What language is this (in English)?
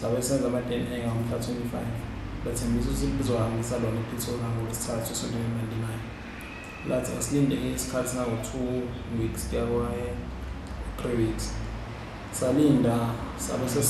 Zulu